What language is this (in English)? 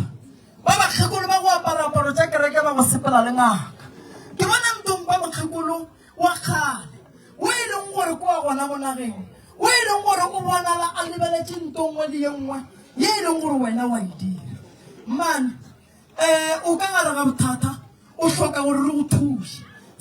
Northern Sotho